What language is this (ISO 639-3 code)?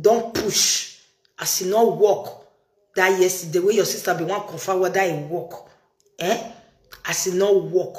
pcm